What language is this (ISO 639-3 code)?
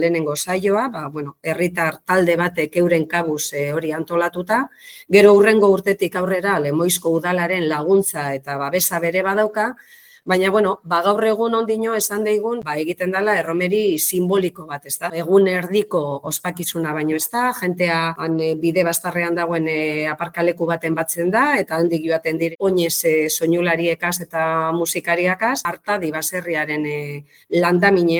eus